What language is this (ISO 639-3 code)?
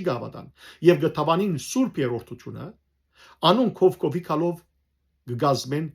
hyw